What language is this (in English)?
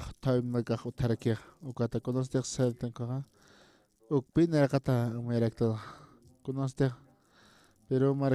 Aymara